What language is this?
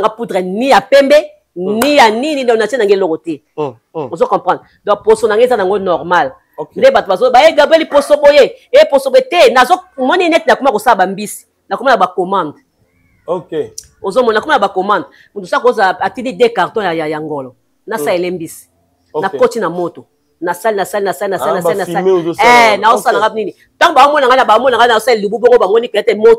Lingala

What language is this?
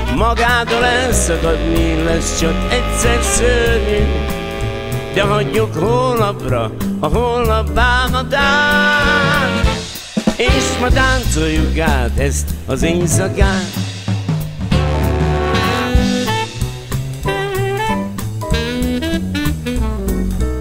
Hungarian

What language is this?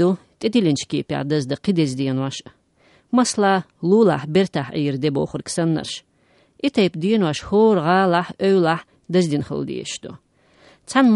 Chechen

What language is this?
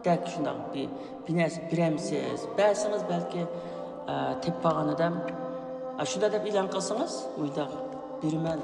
Uyghur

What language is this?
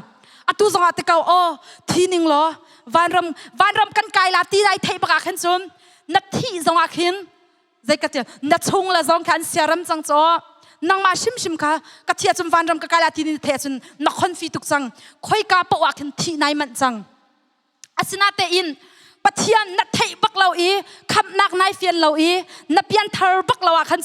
Hakha Chin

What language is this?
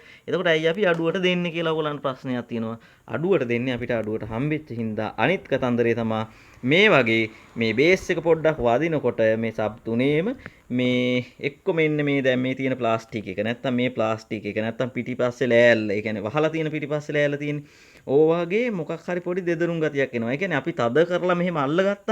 Sinhala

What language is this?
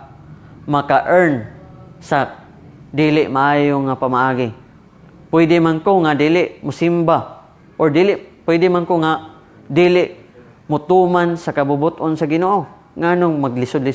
Cebuano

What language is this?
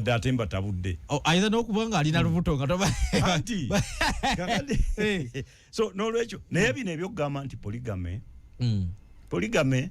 Ganda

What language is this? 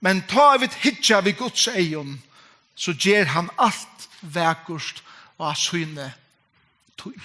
Faroese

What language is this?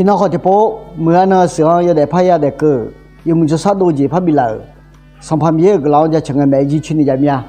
Akha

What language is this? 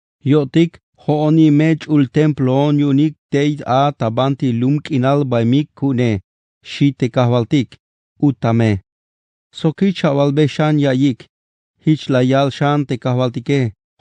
Tzeltal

